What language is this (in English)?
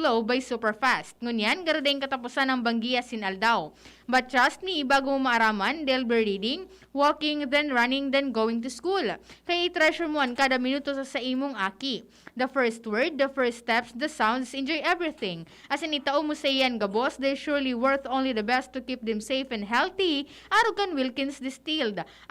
Bikol